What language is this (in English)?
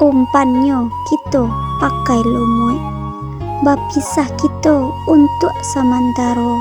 Minangkabau